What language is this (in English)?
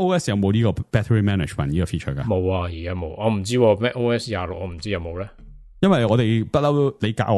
Cantonese